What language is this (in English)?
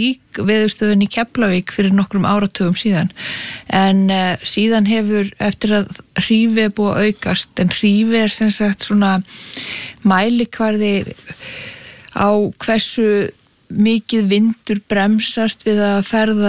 Icelandic